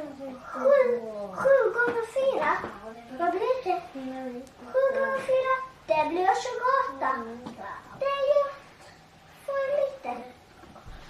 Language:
Faroese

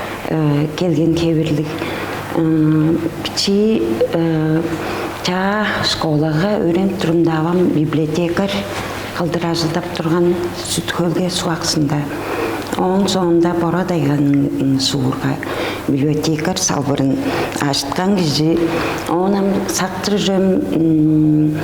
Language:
Tuvinian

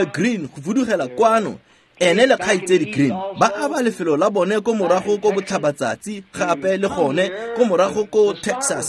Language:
Tswana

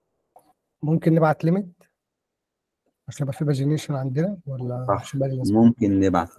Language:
Egyptian Arabic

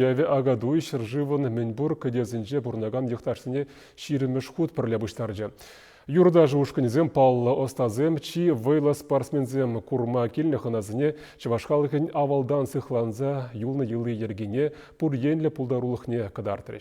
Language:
Chuvash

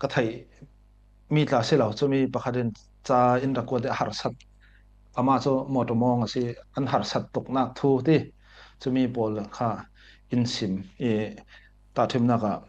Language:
Falam Chin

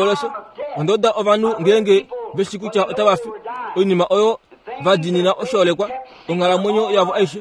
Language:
Kuanyama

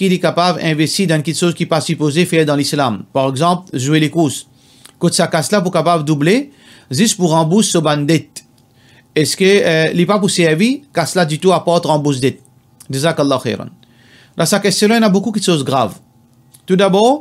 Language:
Morisyen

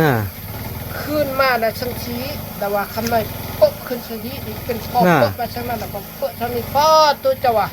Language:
Lao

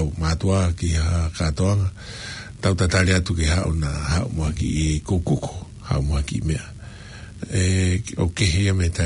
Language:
Tongan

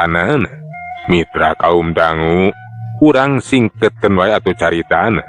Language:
Sundanese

